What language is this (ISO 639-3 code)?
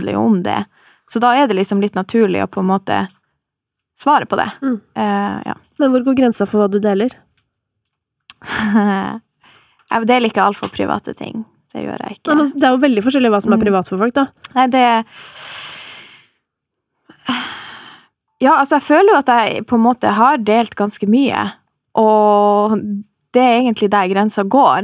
nor